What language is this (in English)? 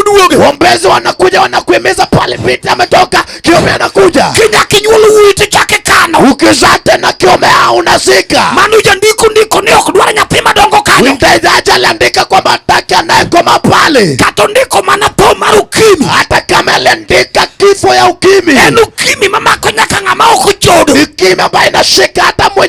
Luo (Kenya and Tanzania)